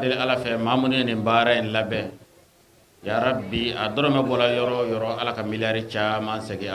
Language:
Bambara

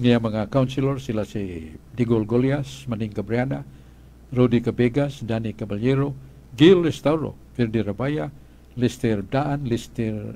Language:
Cebuano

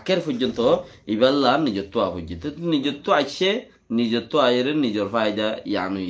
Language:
Rohingya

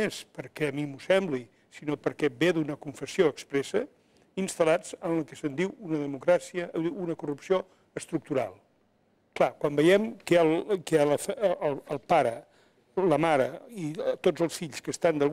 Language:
Catalan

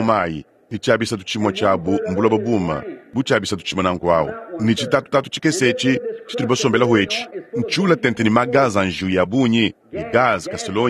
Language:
Luba-Lulua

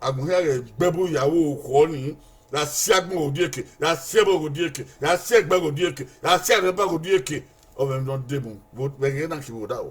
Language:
Bini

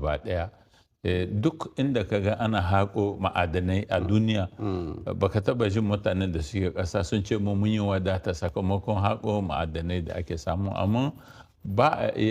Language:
Hausa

